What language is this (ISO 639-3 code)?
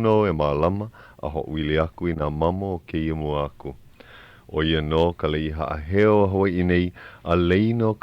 haw